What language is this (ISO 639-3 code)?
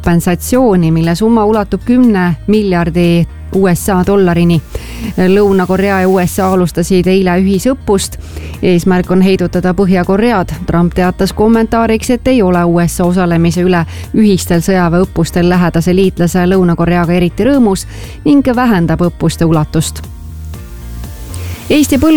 est